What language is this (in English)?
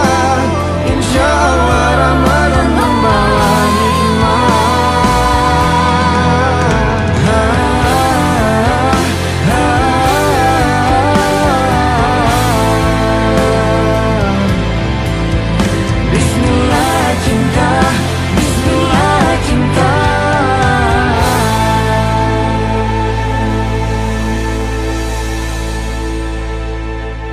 Indonesian